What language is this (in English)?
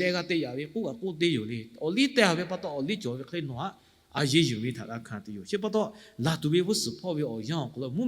Lahu